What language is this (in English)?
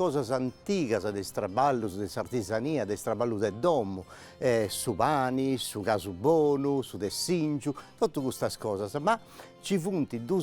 Sardinian